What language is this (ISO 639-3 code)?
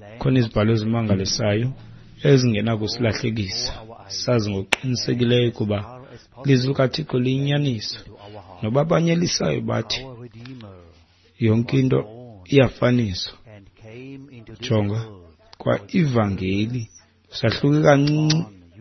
xho